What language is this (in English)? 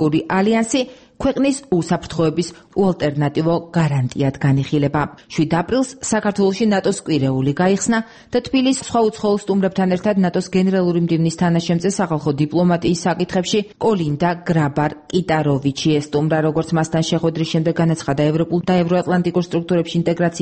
Georgian